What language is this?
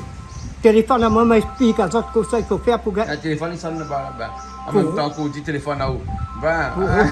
Réunion Creole French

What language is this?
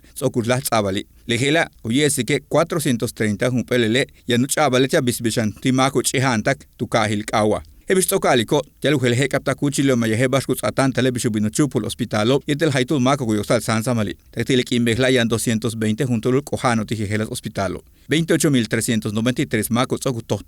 Yucateco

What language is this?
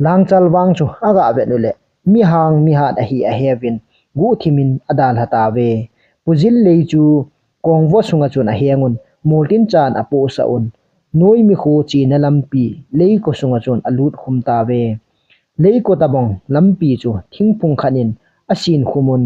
Thado Chin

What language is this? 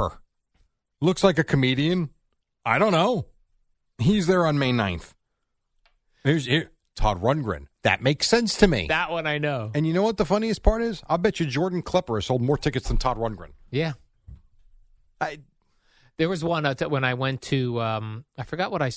English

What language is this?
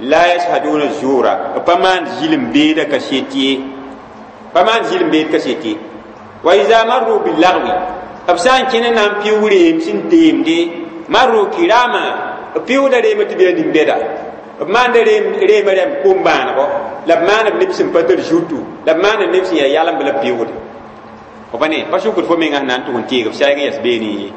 Mossi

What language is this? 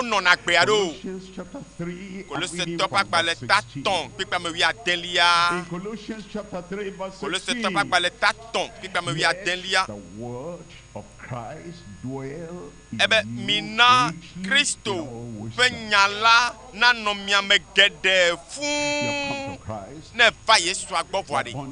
Ewe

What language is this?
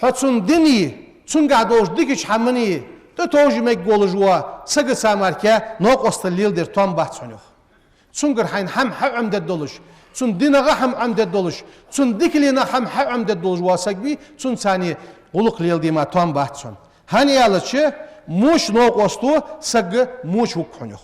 Ingush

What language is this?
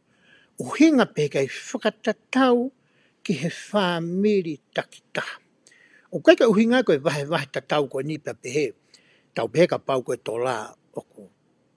Tongan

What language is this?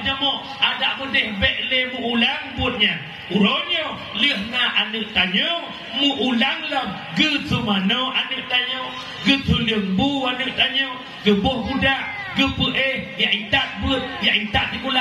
Achinese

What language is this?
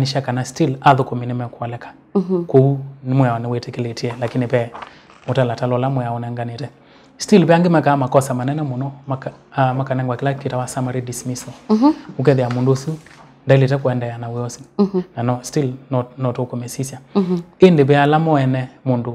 Kamba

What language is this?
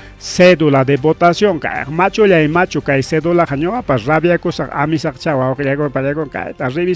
Ayacucho Quechua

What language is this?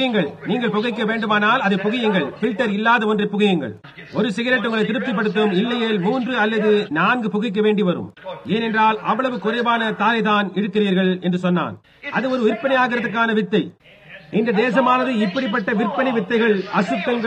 Tamil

